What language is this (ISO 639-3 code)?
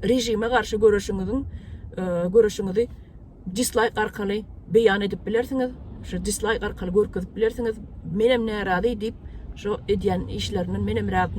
tuk